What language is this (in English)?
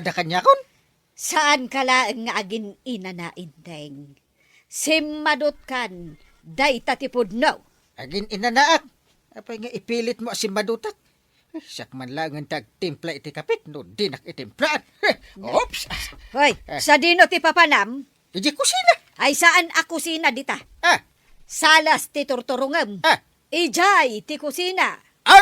Iloko